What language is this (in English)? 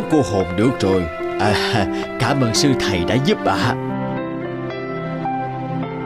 Vietnamese